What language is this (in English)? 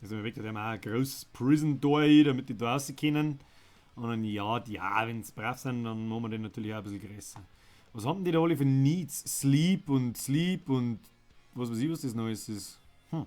Bavarian